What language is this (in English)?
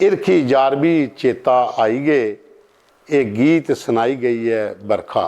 Dogri